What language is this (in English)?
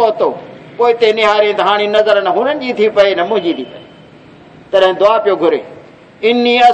Saraiki